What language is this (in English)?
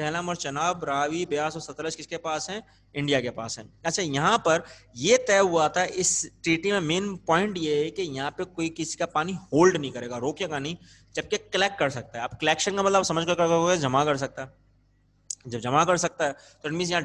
Urdu